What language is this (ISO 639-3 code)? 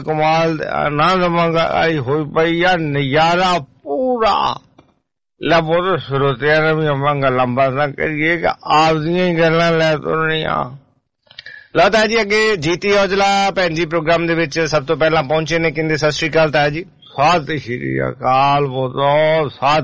pan